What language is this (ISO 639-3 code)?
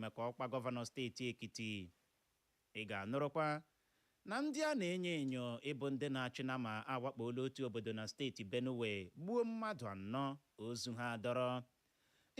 ibo